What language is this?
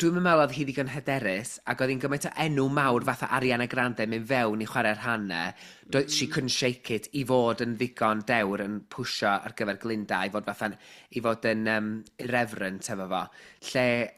Welsh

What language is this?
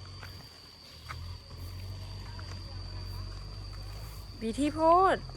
Lao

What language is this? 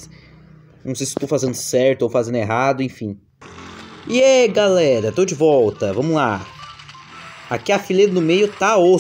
Portuguese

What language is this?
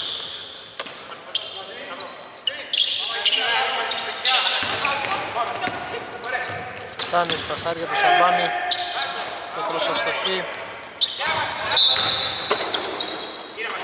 Greek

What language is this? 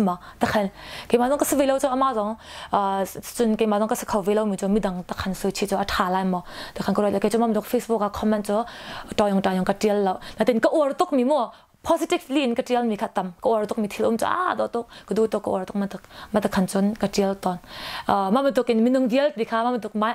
Hakha Chin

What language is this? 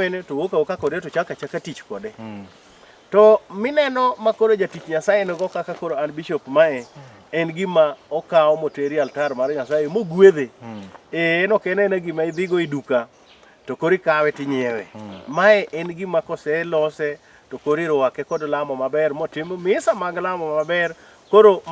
Luo (Kenya and Tanzania)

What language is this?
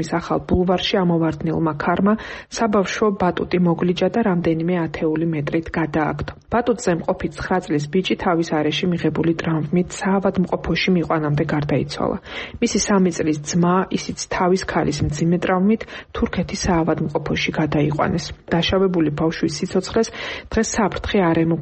Georgian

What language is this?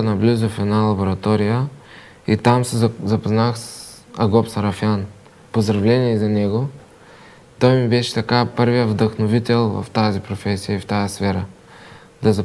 Bulgarian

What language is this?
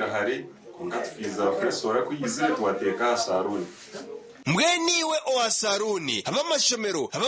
Nyankole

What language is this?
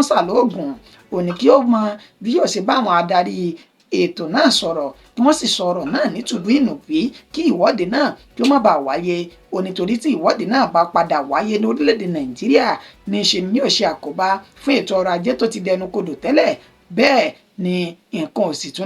Yoruba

